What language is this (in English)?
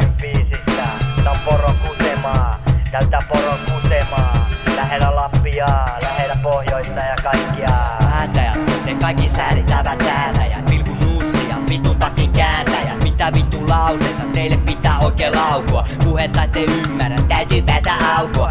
Finnish